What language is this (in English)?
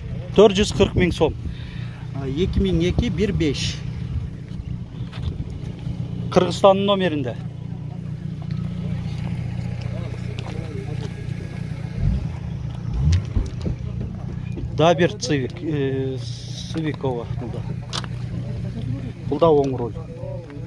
Kyrgyz